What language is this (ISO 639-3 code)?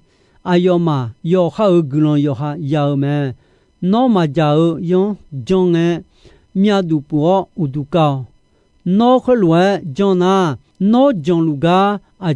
ahk